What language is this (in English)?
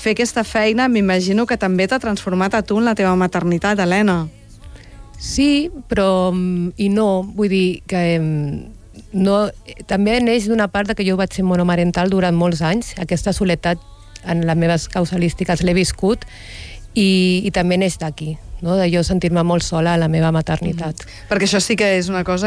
Catalan